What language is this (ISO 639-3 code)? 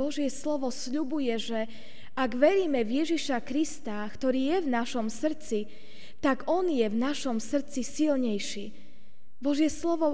slk